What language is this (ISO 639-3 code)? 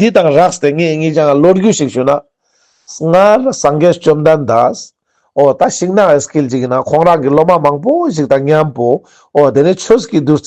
lbj